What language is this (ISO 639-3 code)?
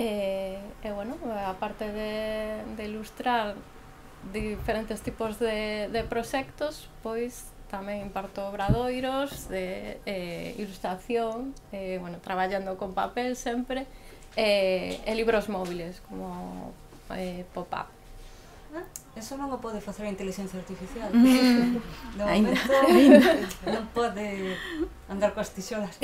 glg